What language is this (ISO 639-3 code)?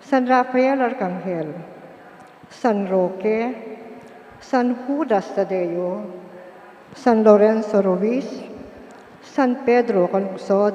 pam